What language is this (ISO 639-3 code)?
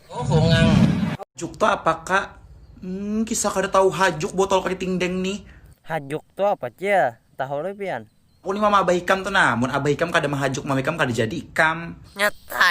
bjn